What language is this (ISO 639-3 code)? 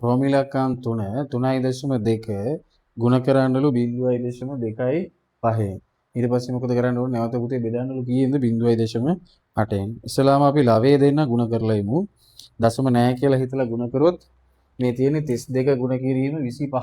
sin